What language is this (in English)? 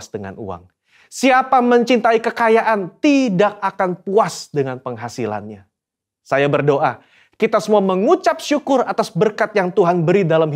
Indonesian